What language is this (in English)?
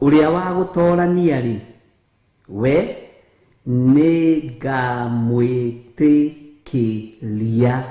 Kikuyu